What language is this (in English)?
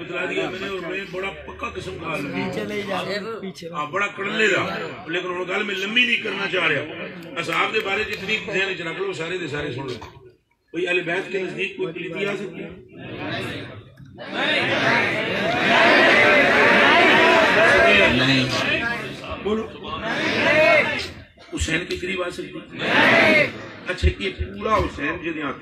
Urdu